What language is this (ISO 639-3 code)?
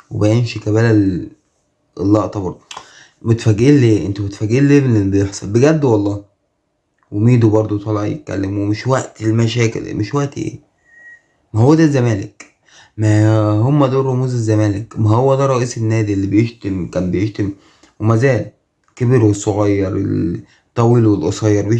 arz